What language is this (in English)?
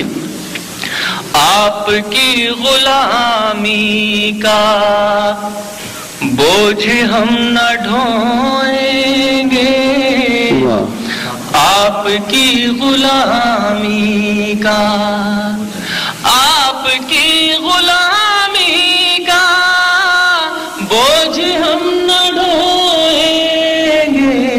Urdu